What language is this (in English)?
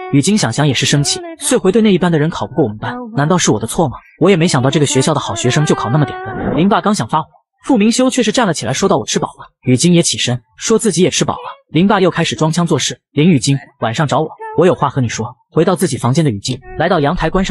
Chinese